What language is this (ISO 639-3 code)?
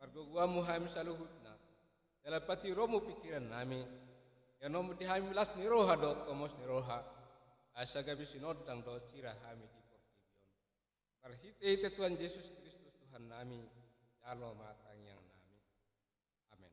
bbc